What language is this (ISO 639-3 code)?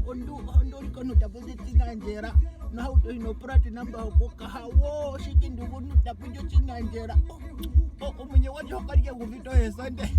ndo